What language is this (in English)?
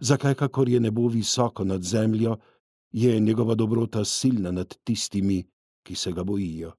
Slovenian